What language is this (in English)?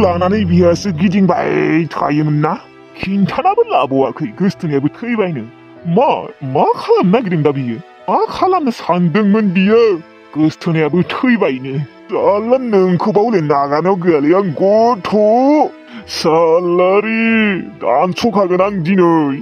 Bodo